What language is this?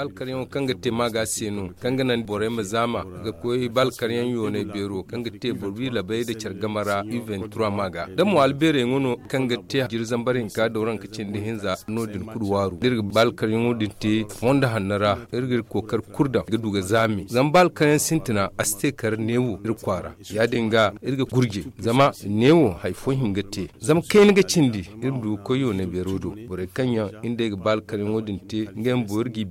Zarma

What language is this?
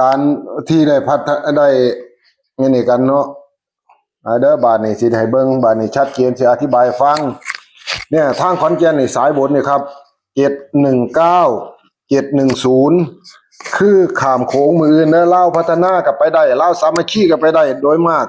Northeastern Thai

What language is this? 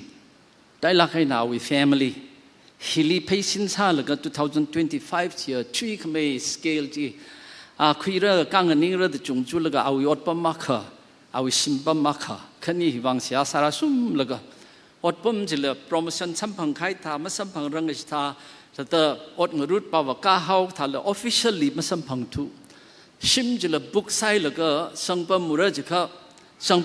Tangkhul Naga (India)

